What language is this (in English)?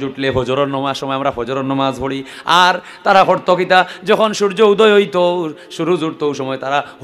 Sylheti